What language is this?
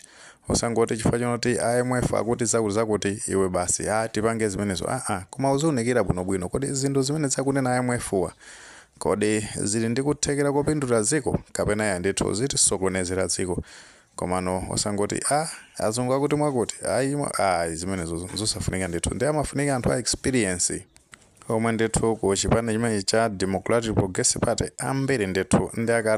Nyanja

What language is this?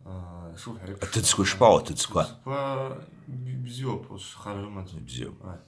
Abkhazian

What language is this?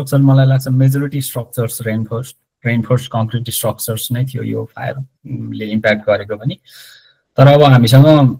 Nepali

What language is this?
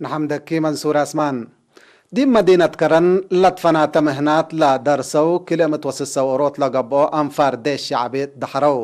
Tigre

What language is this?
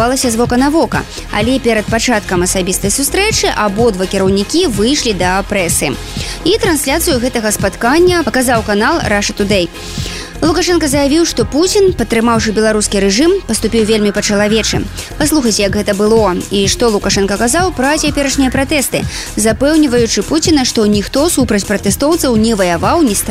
Belarusian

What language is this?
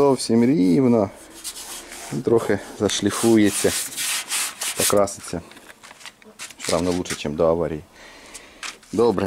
Ukrainian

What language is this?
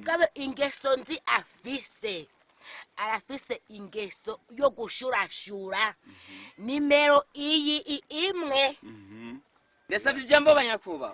Rundi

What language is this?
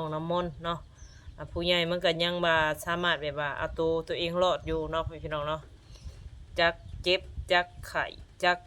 Northeastern Thai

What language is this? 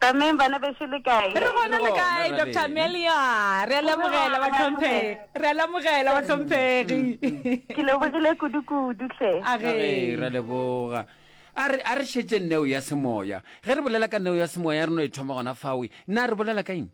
Northern Sotho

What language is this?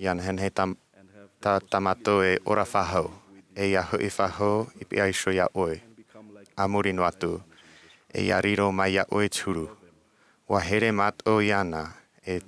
Tahitian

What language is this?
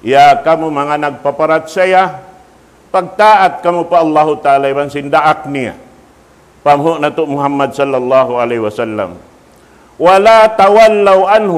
Tausug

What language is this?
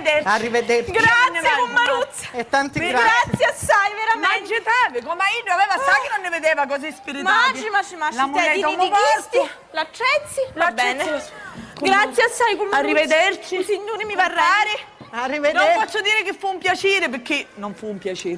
Sicilian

